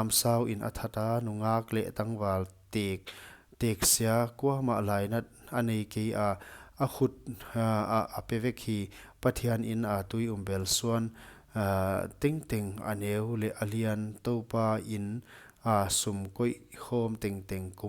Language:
Paite Chin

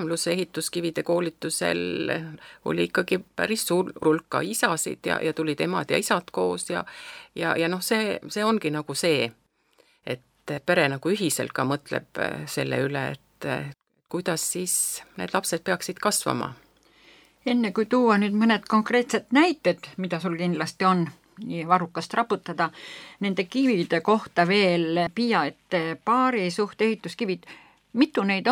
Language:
Estonian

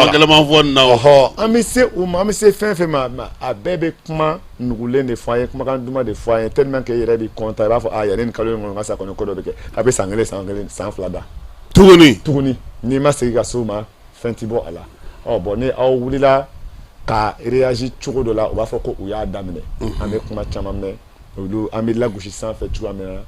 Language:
Bambara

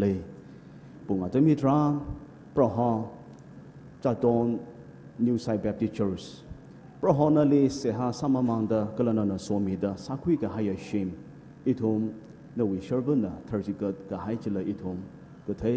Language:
Tangkhul Naga (India)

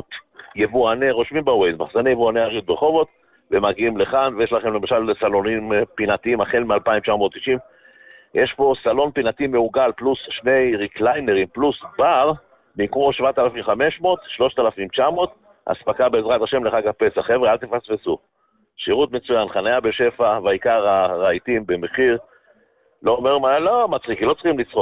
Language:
Hebrew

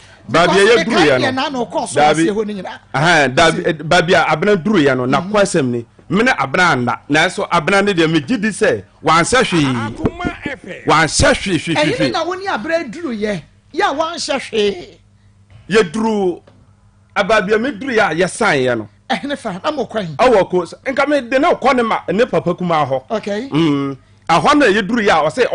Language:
Akan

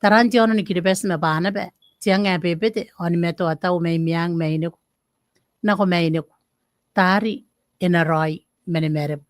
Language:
Gilbertese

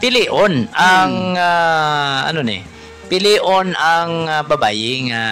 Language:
Hiligaynon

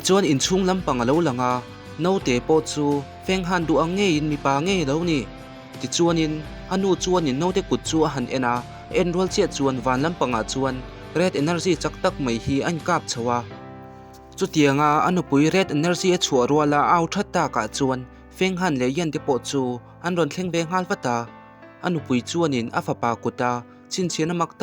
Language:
Mizo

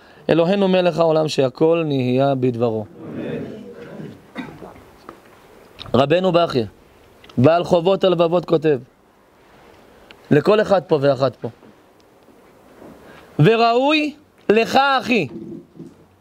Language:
Hebrew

